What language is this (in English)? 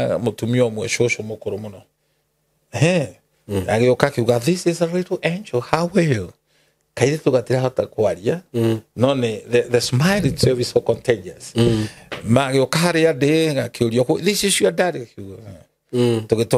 Kikuyu